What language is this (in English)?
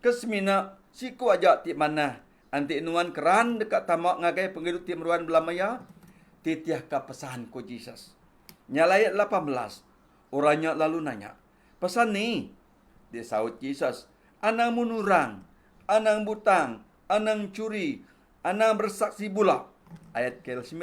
Iban